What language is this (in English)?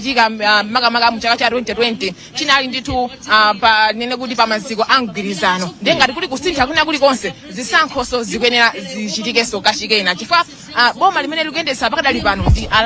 Nyanja